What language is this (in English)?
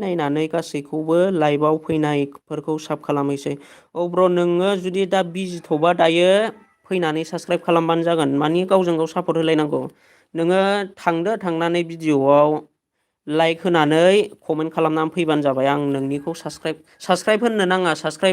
Bodo